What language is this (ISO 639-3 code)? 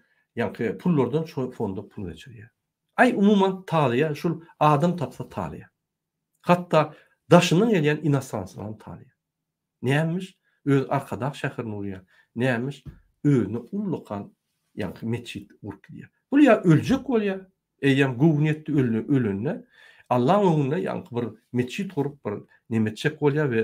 tuk